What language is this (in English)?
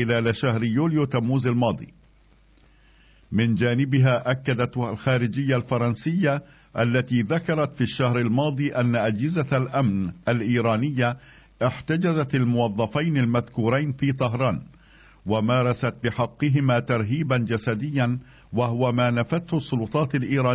Arabic